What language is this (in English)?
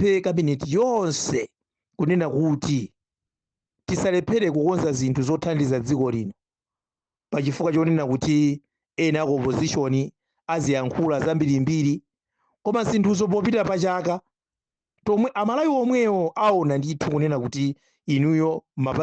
Nyanja